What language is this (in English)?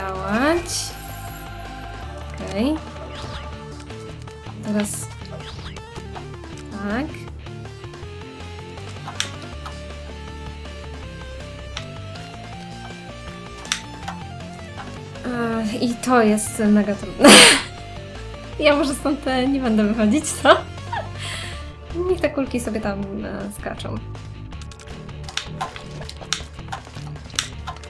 Polish